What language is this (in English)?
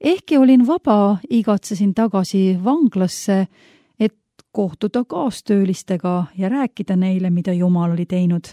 Estonian